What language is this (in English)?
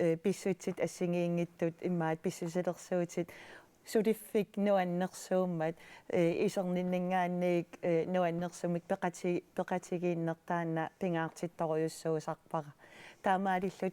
Kalaallisut